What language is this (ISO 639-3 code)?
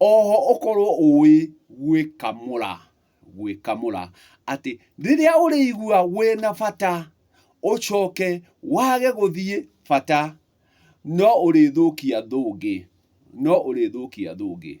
kik